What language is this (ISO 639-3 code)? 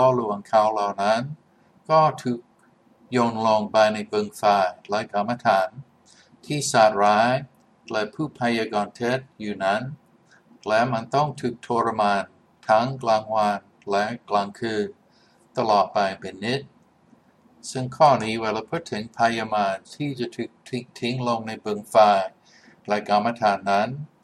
tha